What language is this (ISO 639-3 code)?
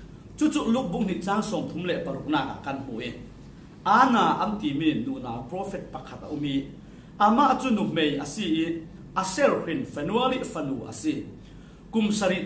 cfm